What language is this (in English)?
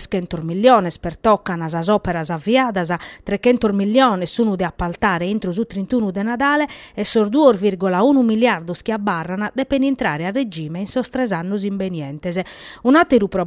Sardinian